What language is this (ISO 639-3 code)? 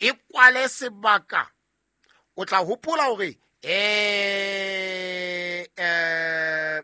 sot